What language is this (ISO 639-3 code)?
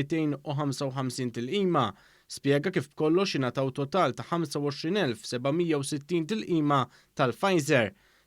mlt